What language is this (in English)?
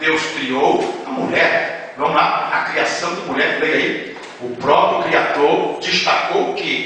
Portuguese